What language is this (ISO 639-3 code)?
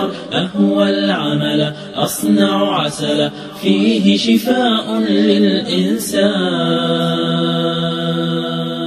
ara